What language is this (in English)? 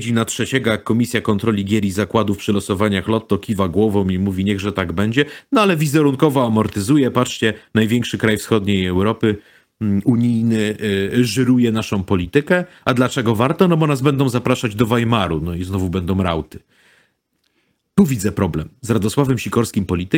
Polish